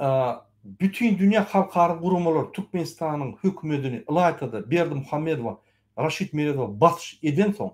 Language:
Turkmen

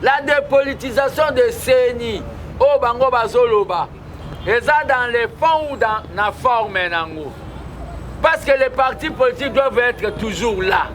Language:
Lingala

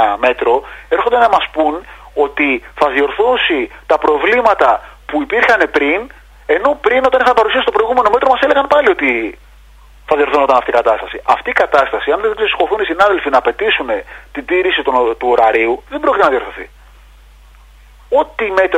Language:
Greek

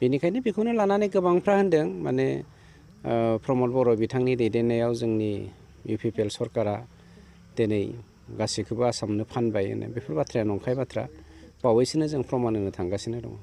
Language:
Bodo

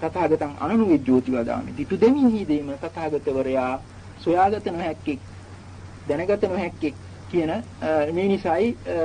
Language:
Sinhala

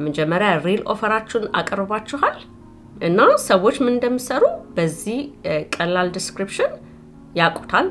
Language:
Amharic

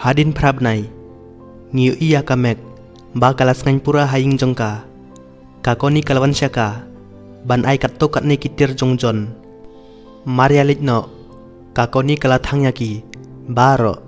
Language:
Khasi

